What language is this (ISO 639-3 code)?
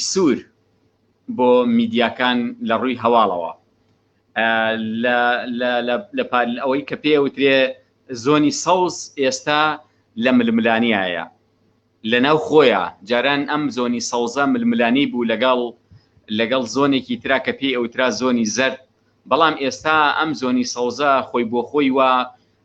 ckb